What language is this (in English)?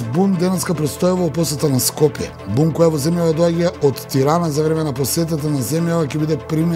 Macedonian